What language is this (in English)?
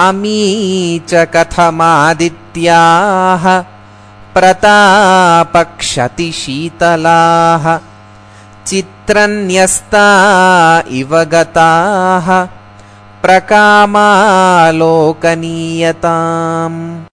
Sanskrit